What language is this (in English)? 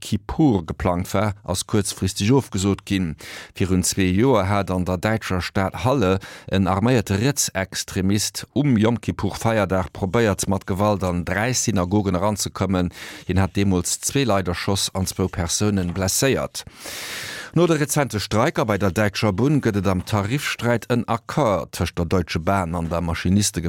Luxembourgish